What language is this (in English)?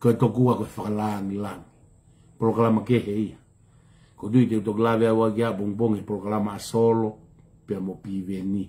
Tongan